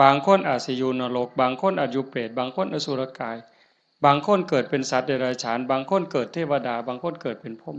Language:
Northeastern Thai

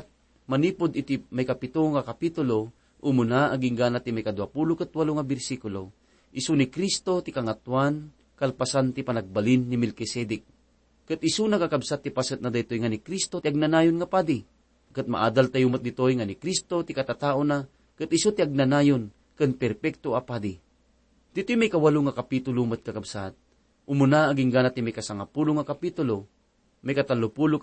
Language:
Iloko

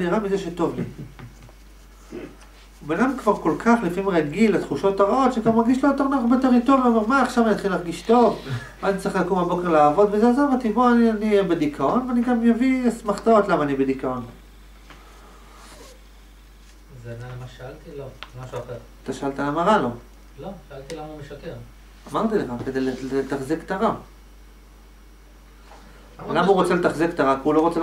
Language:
Hebrew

